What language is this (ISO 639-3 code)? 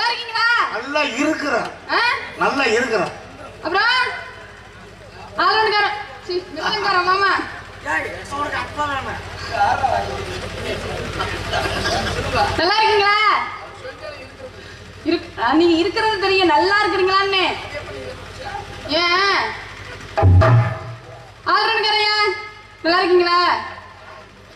tam